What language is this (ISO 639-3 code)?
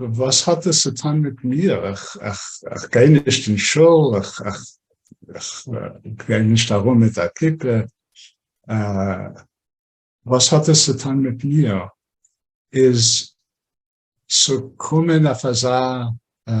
yid